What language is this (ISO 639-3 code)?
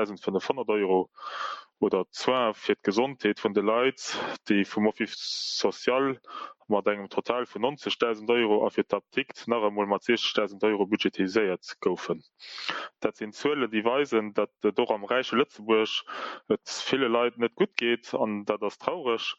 ltz